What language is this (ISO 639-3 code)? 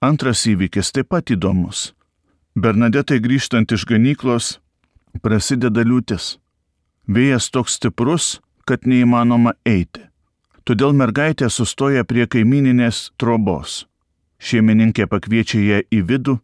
lit